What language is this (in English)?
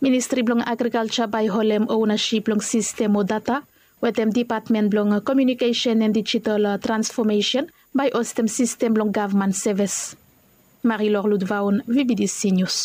Bislama